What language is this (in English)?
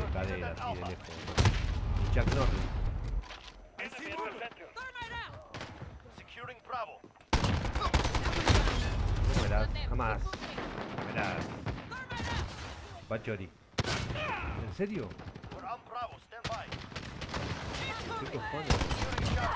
Spanish